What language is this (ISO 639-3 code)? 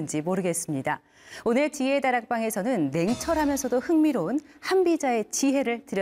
kor